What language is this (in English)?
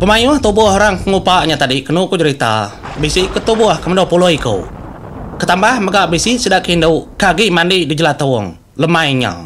Iban